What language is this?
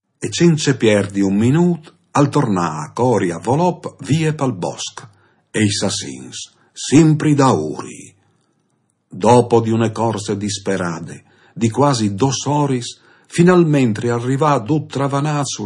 Friulian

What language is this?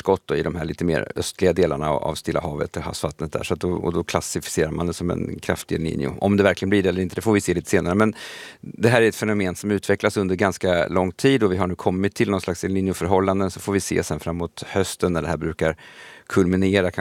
Swedish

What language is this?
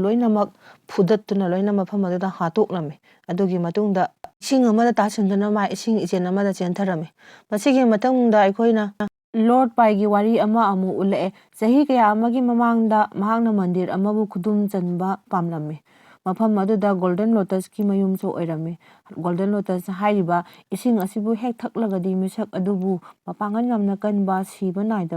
Manipuri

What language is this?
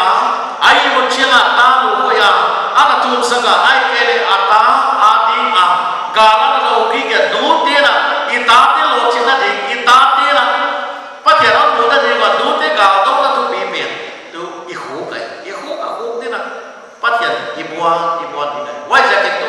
Paite Chin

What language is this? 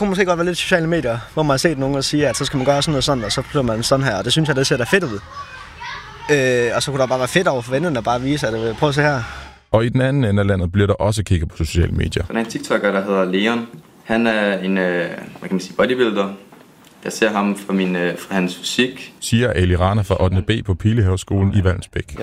Danish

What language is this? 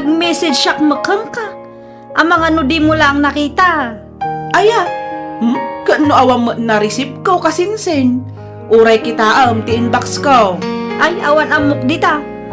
Iloko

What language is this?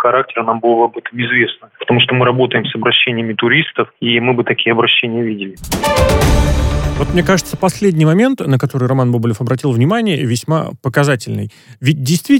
Russian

